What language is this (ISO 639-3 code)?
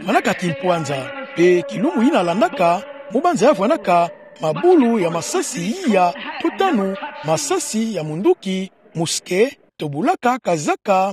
ktu